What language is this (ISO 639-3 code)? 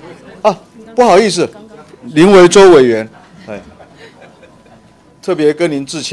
zho